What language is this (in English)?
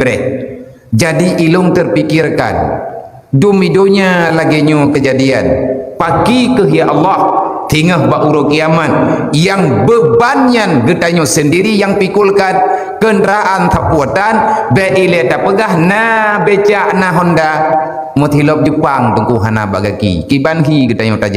Achinese